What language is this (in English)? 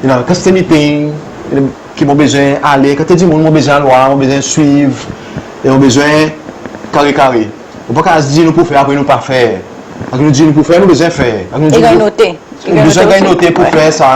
Seselwa Creole French